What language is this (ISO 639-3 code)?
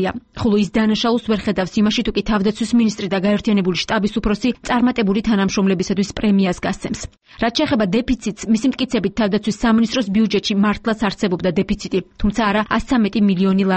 kat